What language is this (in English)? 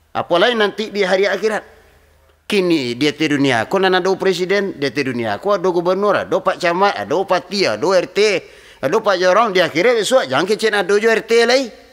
Minangkabau